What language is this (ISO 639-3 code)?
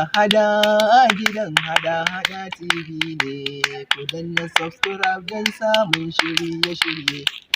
hau